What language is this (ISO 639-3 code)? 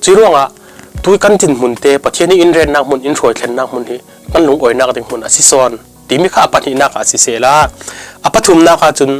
cfm